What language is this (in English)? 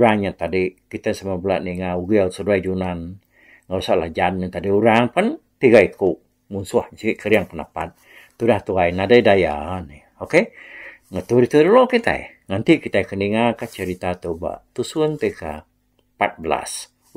Iban